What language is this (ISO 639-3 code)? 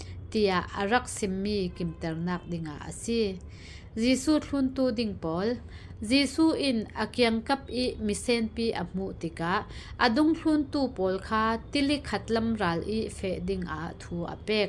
cfm